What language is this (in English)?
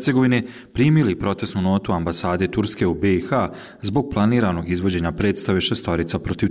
Serbian